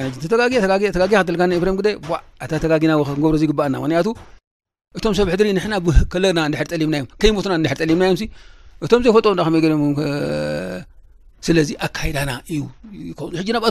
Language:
Tigrinya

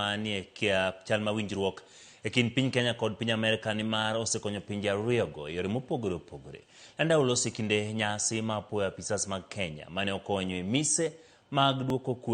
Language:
Luo (Kenya and Tanzania)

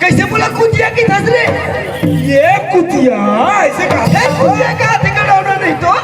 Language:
Chhattisgarhi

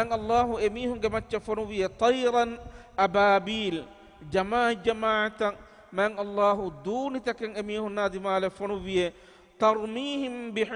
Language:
Divehi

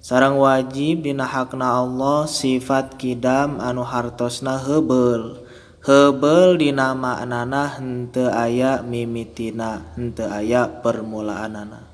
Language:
Sundanese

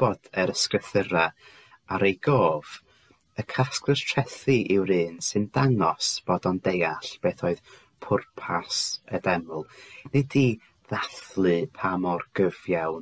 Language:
Welsh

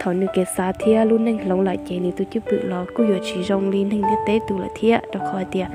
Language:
Hmong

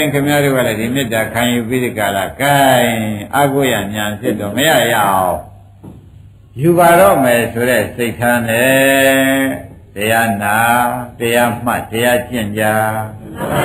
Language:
Burmese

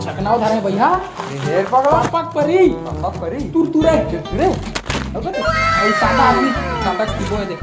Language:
Chhattisgarhi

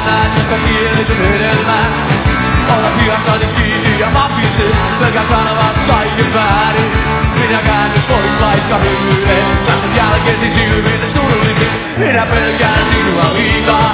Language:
Finnish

